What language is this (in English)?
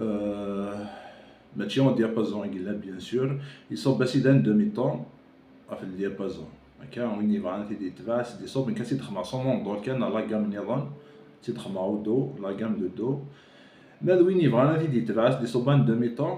Kabyle